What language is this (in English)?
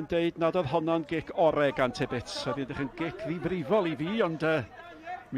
Welsh